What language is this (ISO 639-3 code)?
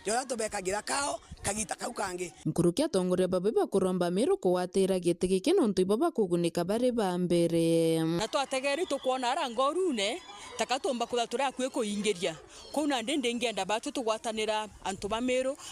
mer